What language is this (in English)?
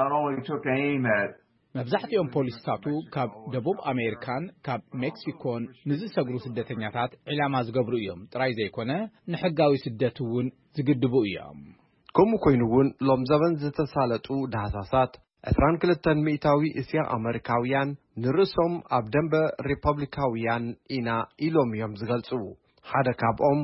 Tigrinya